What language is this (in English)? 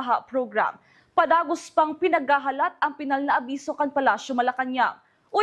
Bikol